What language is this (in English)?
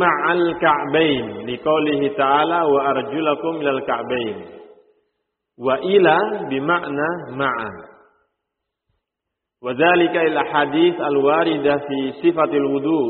Indonesian